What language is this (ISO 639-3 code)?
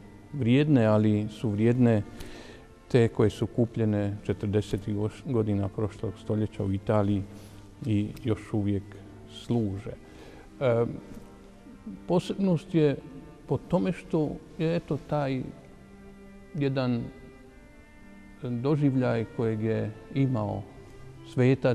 hrv